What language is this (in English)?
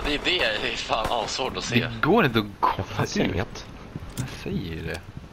Swedish